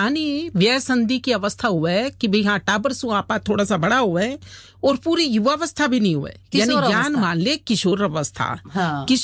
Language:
Hindi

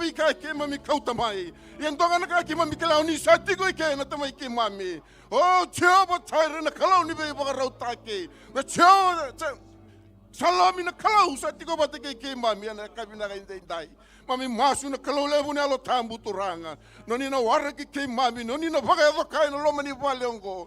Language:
Fijian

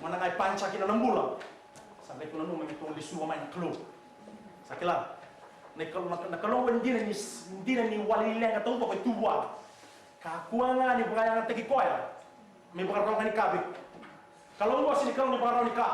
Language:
Fijian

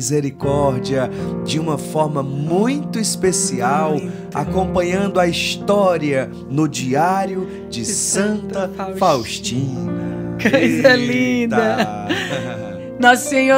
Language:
Portuguese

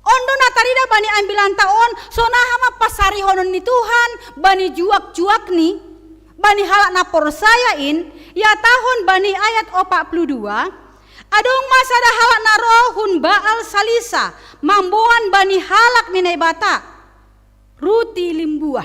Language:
Batak Simalungun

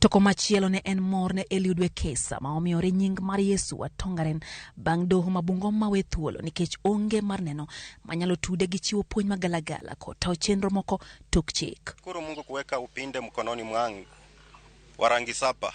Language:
Luo (Kenya and Tanzania)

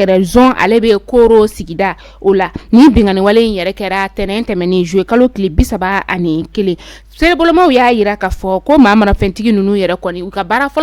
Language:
Bambara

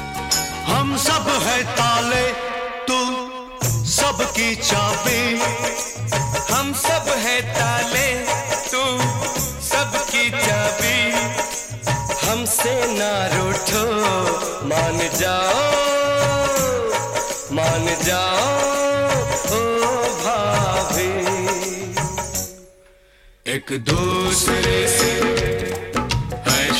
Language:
Hindi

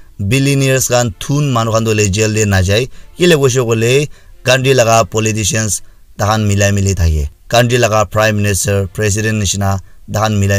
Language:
Naga Pidgin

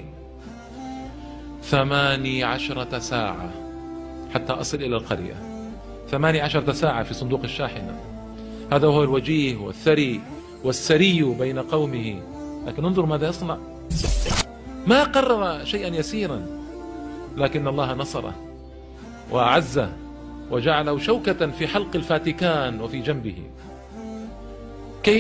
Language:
Arabic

